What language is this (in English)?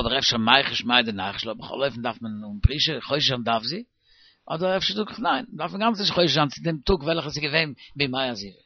Yiddish